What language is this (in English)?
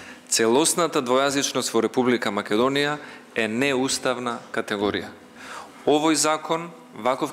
Macedonian